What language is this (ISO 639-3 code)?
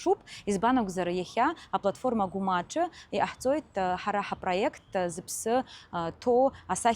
abk